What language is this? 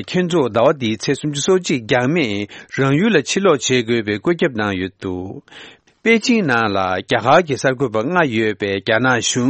Tibetan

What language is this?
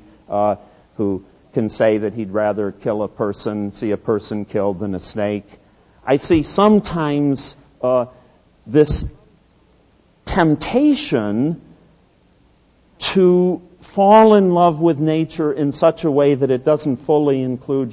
English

